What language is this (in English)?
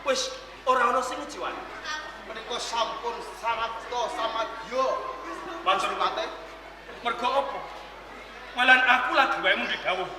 Javanese